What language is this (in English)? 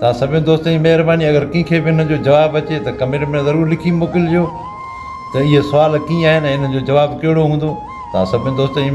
Sindhi